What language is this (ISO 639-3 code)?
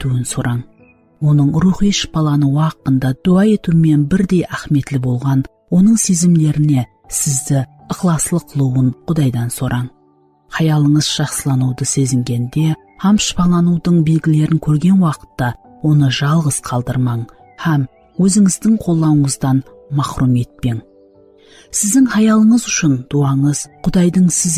kaa